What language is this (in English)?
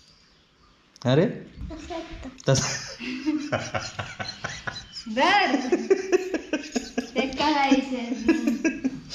Marathi